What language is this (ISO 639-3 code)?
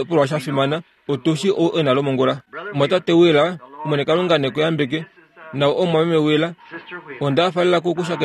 kua